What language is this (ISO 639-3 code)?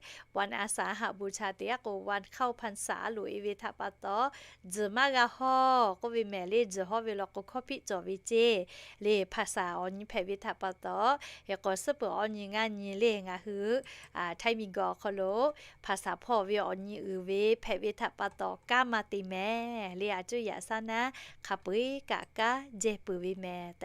lhu